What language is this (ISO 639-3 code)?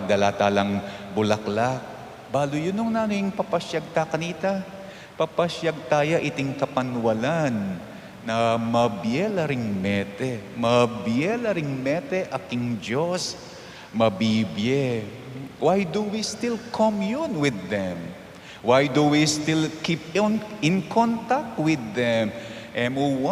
pam